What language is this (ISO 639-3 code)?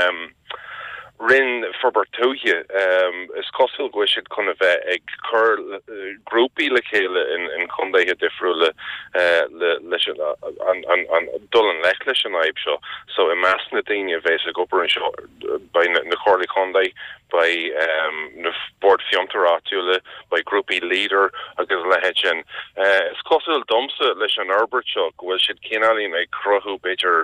gle